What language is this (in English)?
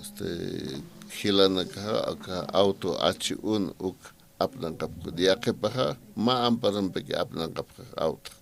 Aymara